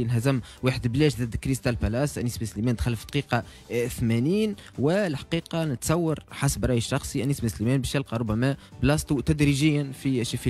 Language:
Tunisian Arabic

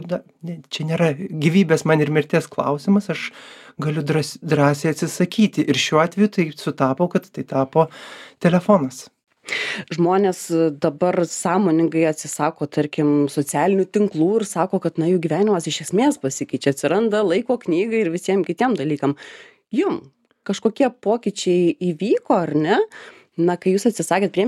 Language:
Lithuanian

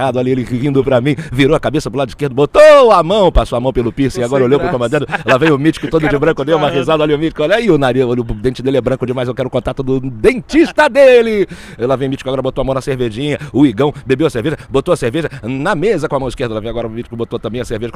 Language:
Portuguese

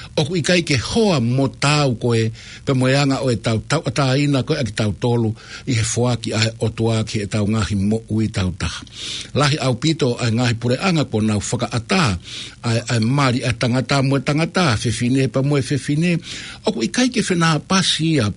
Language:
Tongan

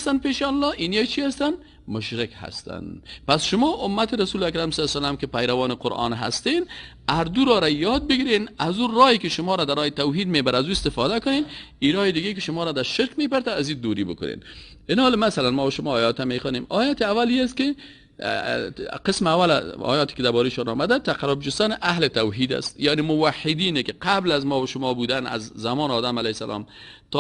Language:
Persian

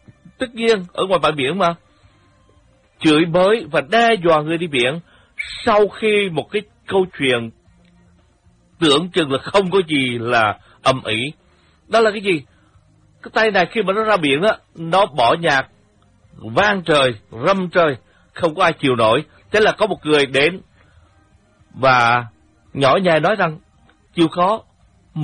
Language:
Vietnamese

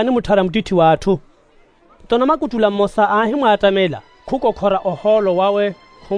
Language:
Makhuwa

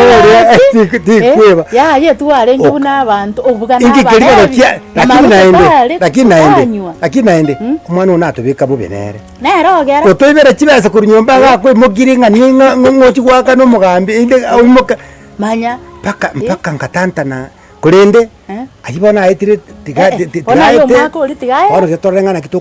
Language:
Gusii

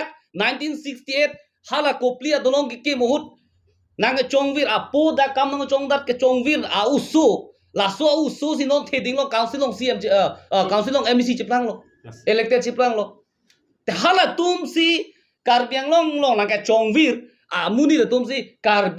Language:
Karbi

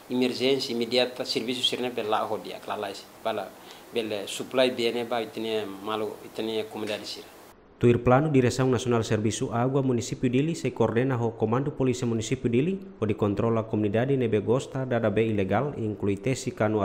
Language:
Tetum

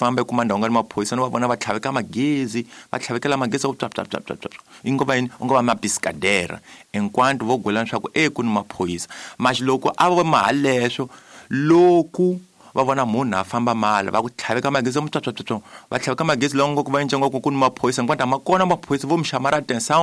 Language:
Tsonga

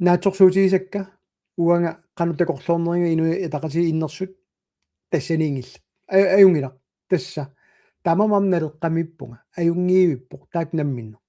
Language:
Kalaallisut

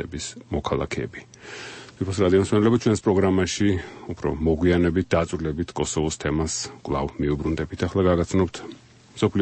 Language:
Georgian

